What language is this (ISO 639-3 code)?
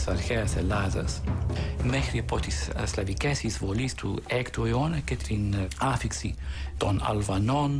ell